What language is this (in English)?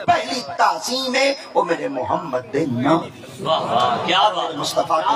Saraiki